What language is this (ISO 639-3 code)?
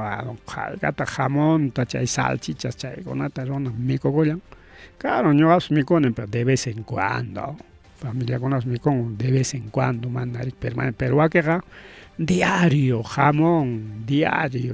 quy